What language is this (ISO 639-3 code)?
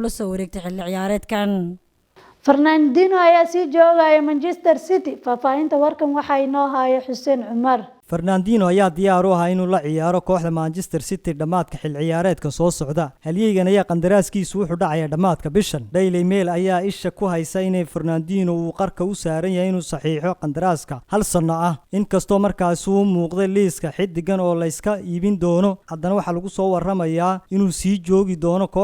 som